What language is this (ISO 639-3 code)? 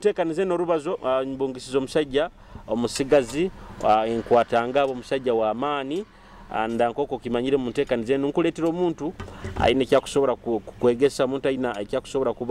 nyo